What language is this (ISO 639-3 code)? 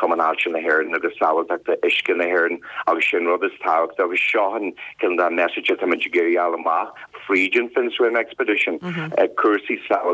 gle